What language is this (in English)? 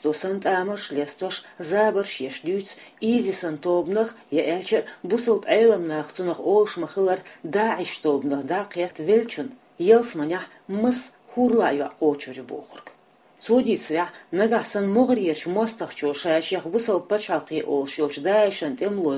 Chechen